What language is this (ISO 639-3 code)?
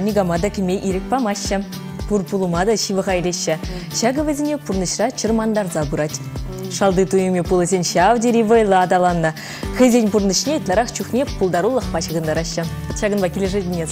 chv